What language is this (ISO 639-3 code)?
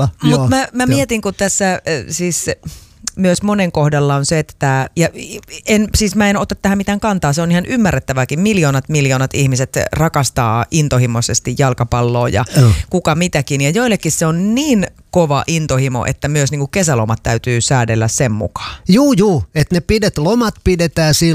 fin